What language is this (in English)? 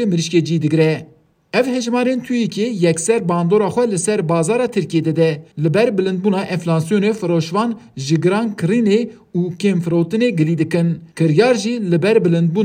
Kurdish